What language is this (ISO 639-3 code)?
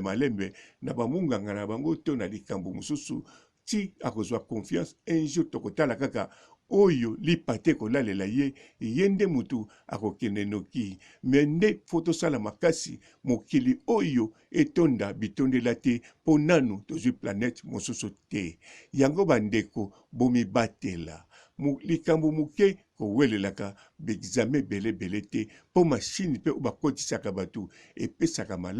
lin